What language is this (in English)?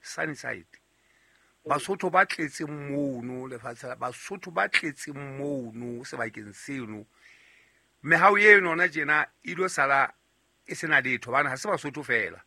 Southern Sotho